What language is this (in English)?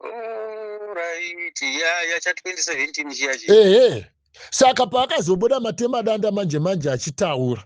Shona